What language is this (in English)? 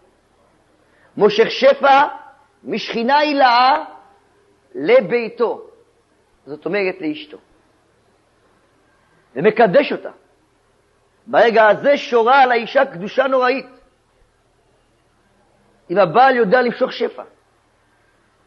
Hebrew